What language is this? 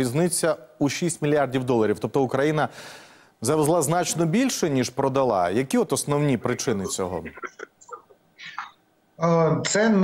Ukrainian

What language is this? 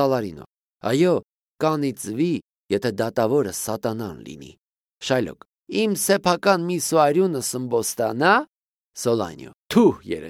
Armenian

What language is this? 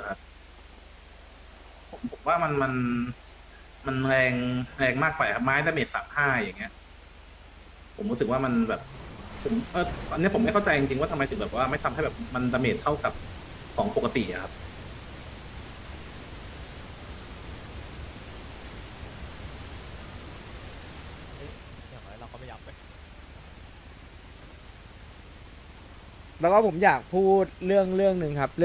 Thai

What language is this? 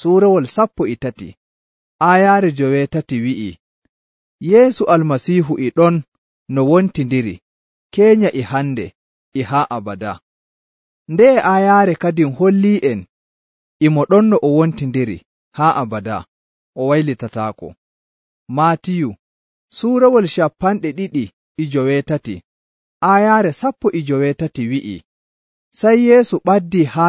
Nigerian Fulfulde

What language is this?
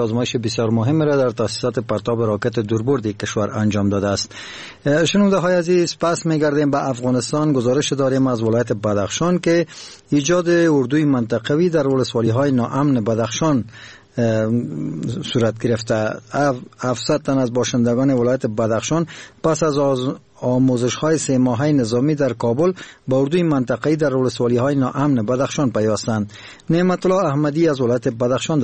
Persian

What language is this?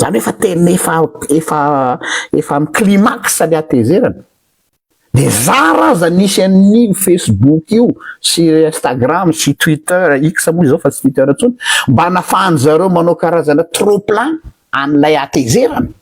Malagasy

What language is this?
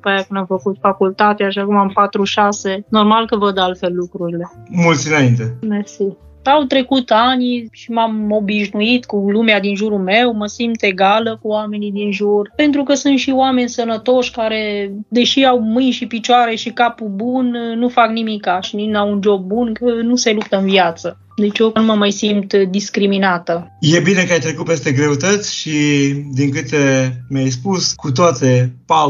Romanian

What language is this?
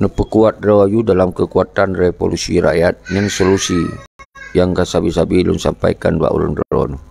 Achinese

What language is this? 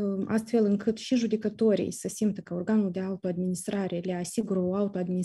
Romanian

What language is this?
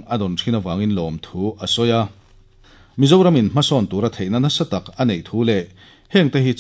Mizo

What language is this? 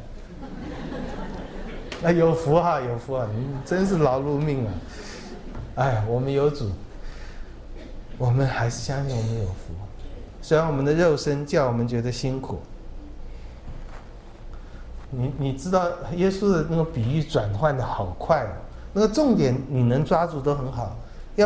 Chinese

